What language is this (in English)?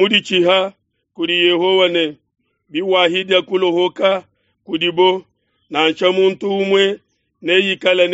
Luba-Lulua